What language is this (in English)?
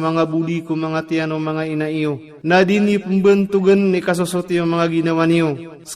Maranao